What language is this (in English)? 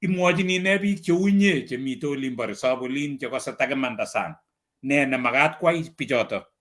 Kalenjin